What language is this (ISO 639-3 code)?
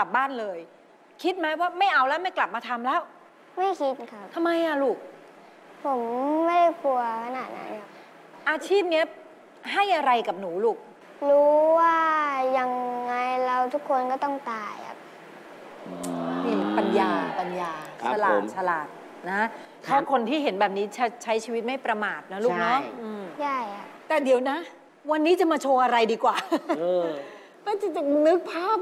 tha